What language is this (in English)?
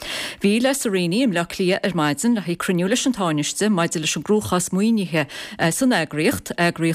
Irish